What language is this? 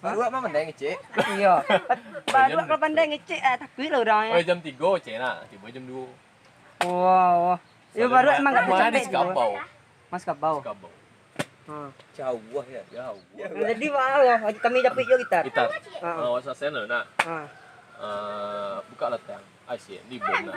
Minangkabau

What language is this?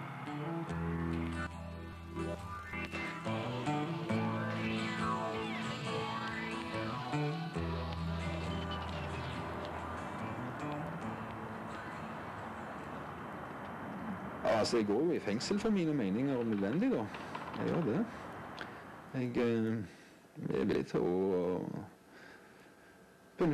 Norwegian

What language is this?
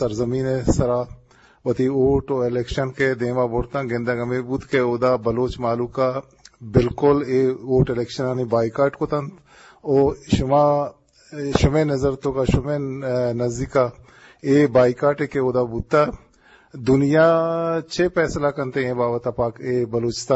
Eastern Balochi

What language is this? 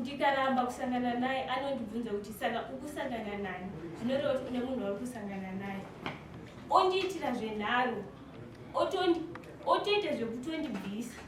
Shona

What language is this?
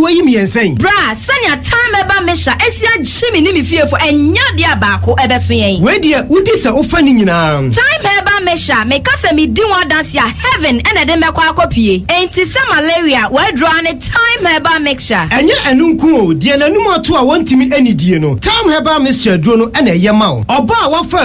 Akan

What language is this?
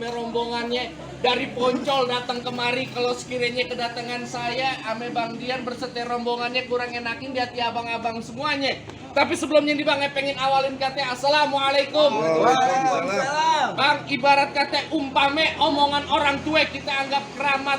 Betawi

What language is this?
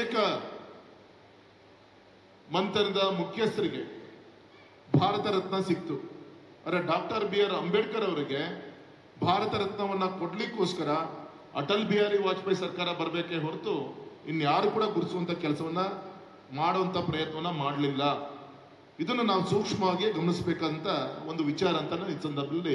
Kannada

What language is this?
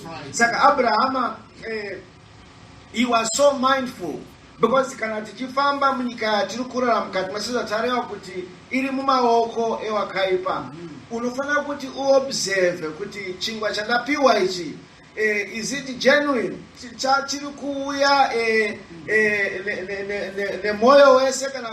Shona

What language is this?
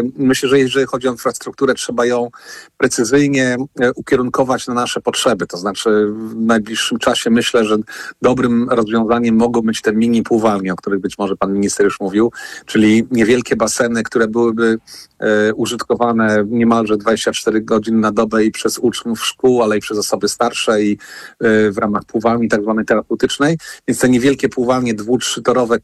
Polish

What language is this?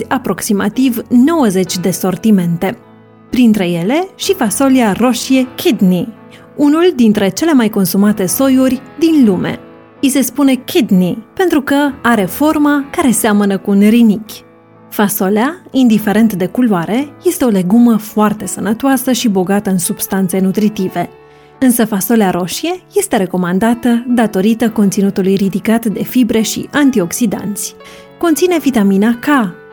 Romanian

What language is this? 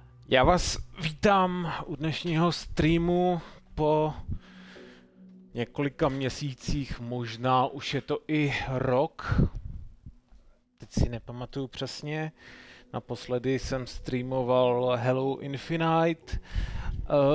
Czech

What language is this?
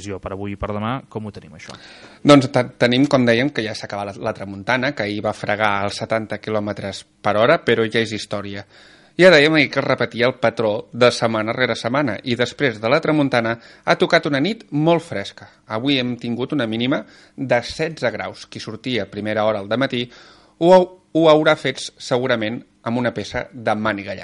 Catalan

